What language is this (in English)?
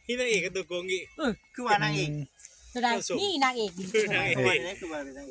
Northeastern Thai